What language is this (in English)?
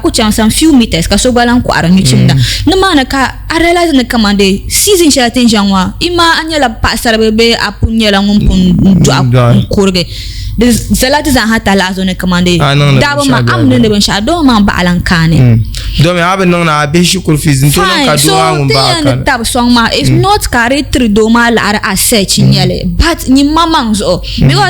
Dagbani